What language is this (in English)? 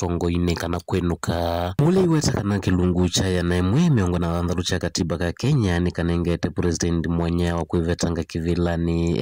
Kamba